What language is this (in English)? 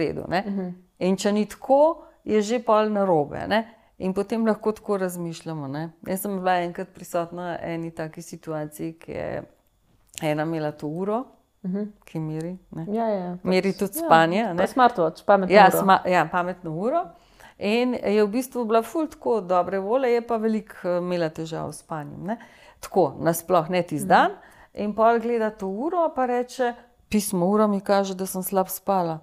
Slovenian